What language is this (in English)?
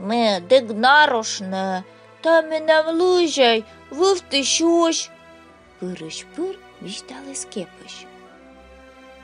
Komi